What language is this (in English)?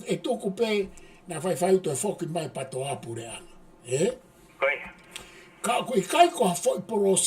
Tongan